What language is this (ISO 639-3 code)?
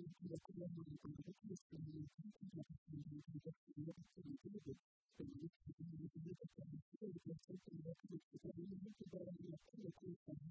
kin